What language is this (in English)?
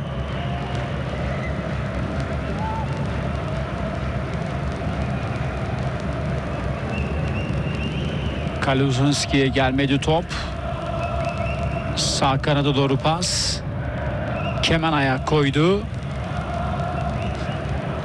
Turkish